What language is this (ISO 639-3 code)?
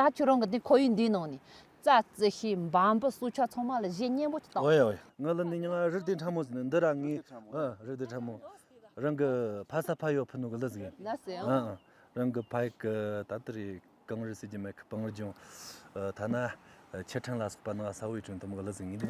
bod